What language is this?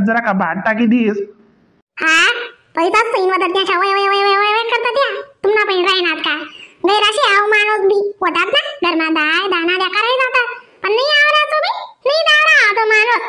Khandesi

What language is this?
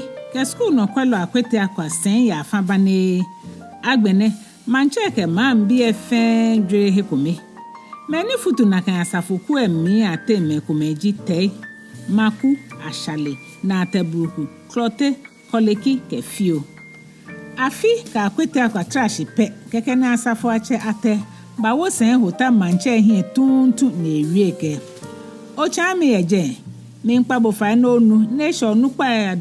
Ga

